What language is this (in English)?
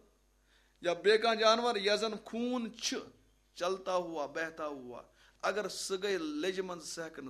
Kashmiri